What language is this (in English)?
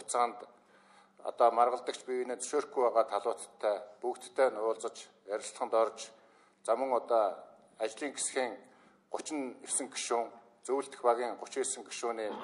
Mongolian